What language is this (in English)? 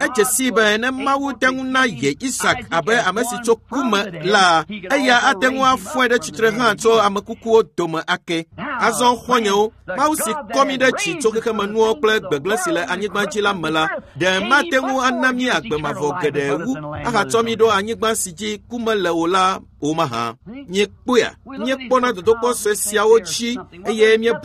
Ewe